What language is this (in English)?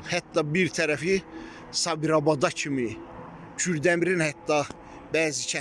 Azerbaijani